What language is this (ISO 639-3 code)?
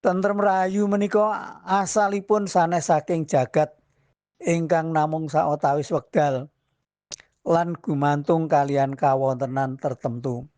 jav